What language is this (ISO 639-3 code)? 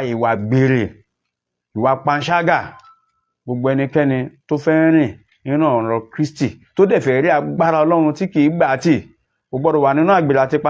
yor